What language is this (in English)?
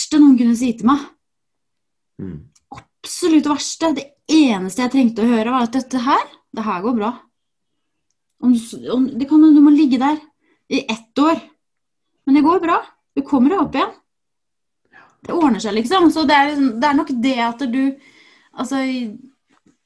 Norwegian